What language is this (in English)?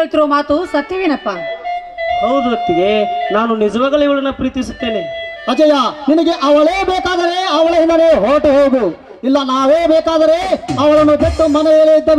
Kannada